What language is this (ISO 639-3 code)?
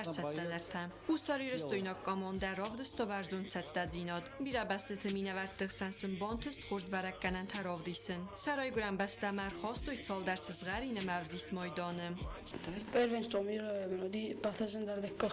oss